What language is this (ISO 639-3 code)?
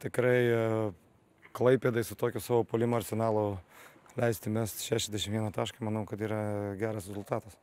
lit